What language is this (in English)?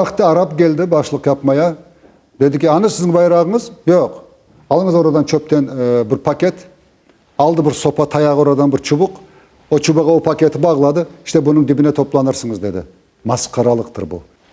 Crimean Tatar